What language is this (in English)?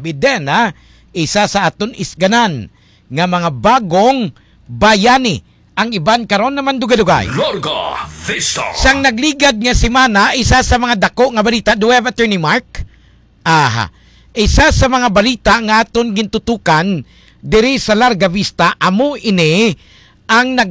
Hiligaynon